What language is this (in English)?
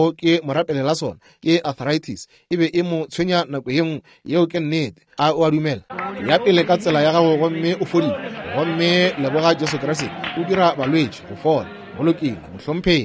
Northern Sotho